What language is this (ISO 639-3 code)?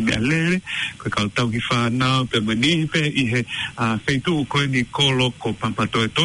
ton